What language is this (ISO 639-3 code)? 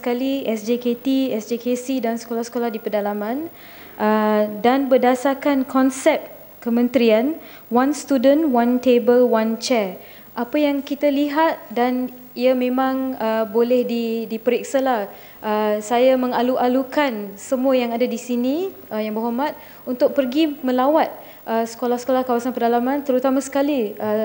msa